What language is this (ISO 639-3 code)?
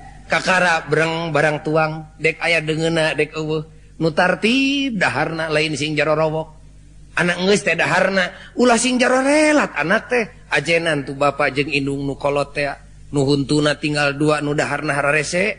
sun